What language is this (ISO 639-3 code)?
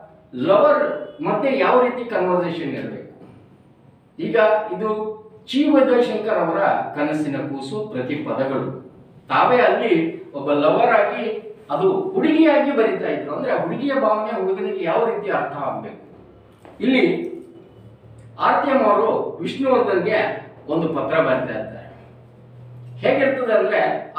kan